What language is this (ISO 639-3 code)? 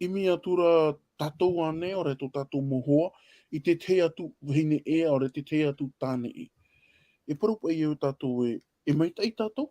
tah